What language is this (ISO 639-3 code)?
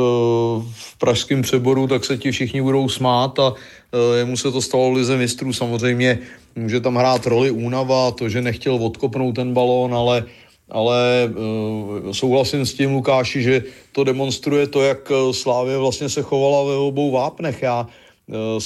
ces